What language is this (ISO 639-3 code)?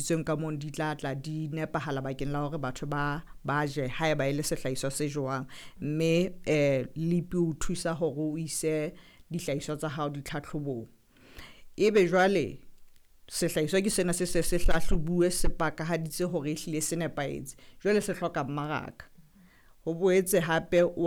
sot